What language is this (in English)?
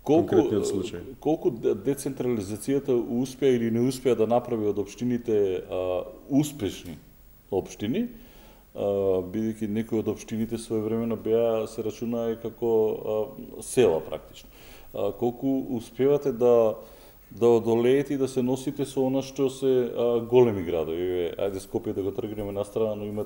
Macedonian